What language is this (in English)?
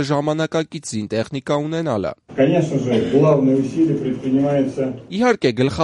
Armenian